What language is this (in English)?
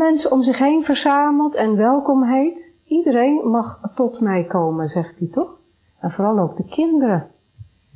Dutch